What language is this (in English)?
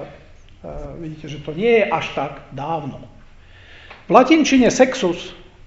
Slovak